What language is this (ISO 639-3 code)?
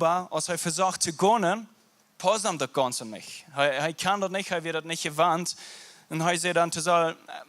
pdt